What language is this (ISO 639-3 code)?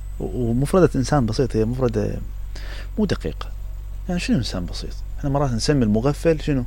acm